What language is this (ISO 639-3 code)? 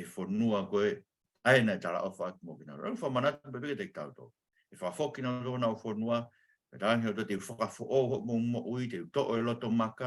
ton